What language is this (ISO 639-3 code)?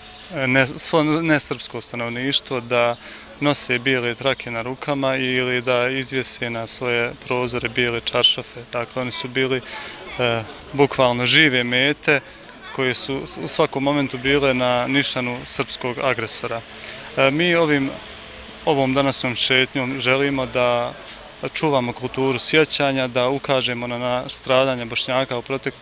bos